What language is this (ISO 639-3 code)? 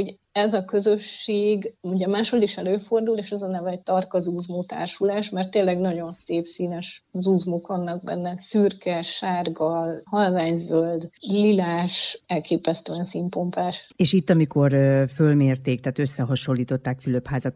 hun